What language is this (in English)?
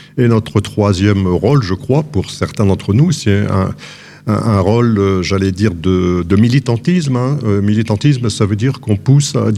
French